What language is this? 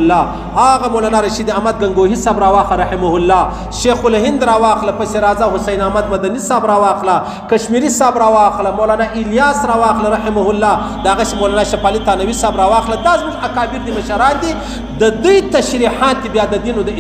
Pashto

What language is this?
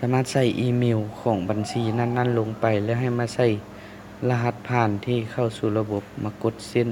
Lao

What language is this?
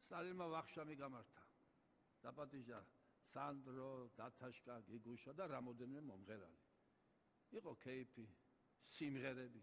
Georgian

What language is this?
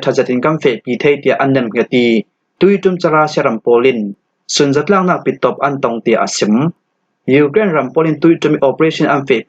Falam Chin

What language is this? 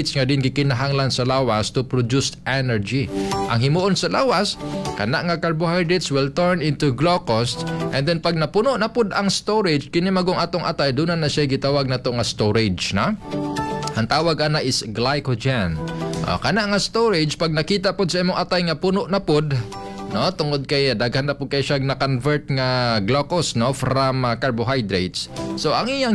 Cebuano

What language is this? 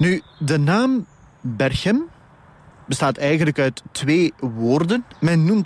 Dutch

